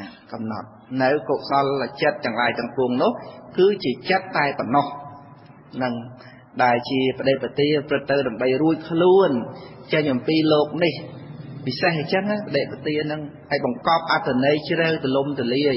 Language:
Khmer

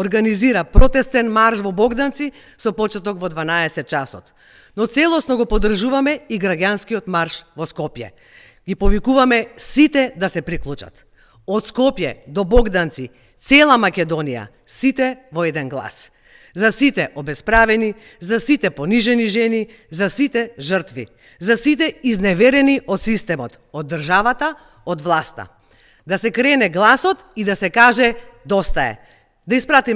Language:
Macedonian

